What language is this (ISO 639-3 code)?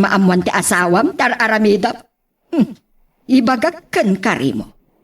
ilo